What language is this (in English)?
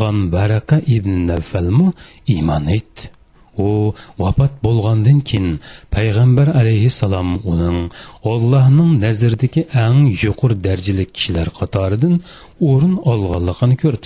Uyghur